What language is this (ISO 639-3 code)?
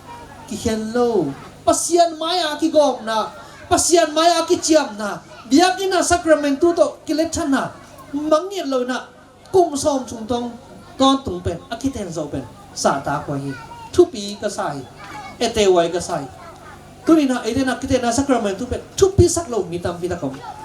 ctd